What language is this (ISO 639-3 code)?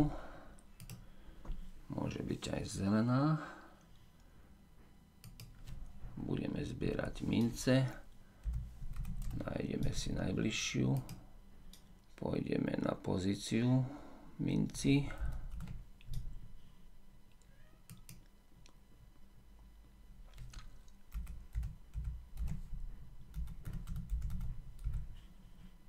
slk